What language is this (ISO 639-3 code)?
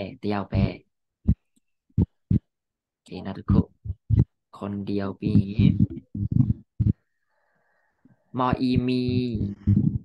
tha